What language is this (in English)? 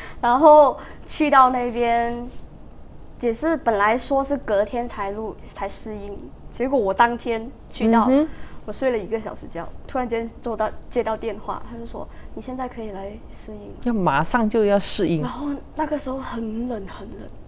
Chinese